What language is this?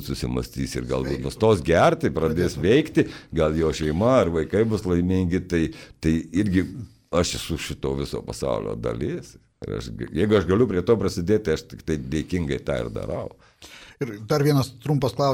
Lithuanian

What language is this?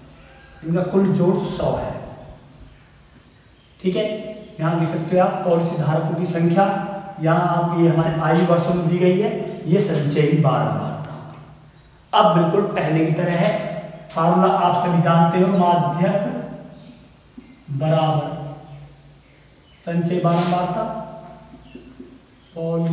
Hindi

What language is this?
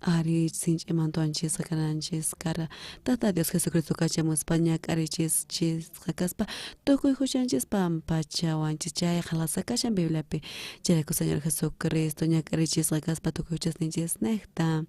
South Bolivian Quechua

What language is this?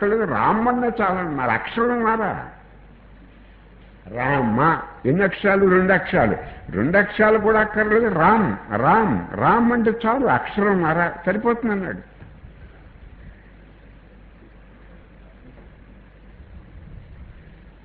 Telugu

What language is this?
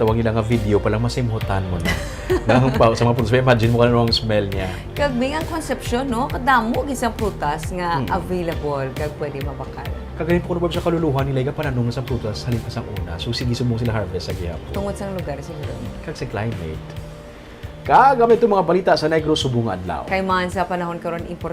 Hiligaynon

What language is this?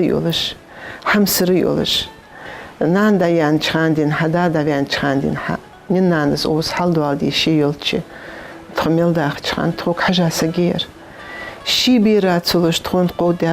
Ingush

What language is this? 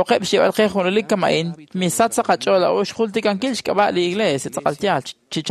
Kekchí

